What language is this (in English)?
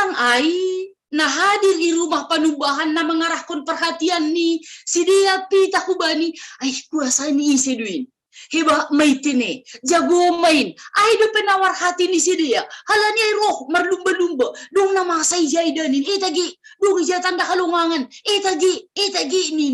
Batak Simalungun